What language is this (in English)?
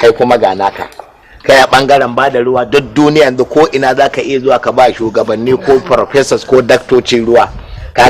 Hausa